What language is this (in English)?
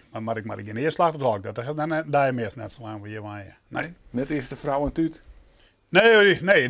Western Frisian